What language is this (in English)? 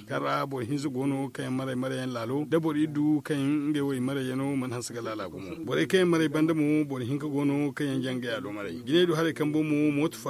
Zarma